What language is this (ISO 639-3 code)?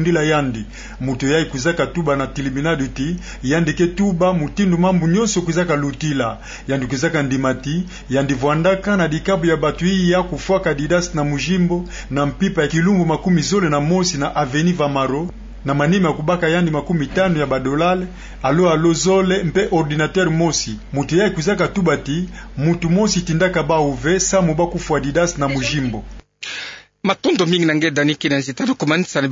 ktu